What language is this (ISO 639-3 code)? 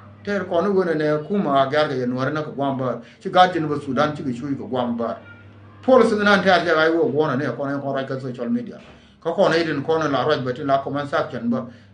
nus